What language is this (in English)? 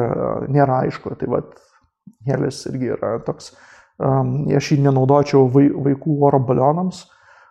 Lithuanian